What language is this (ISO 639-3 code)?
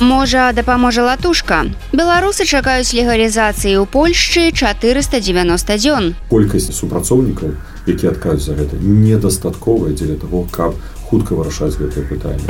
bel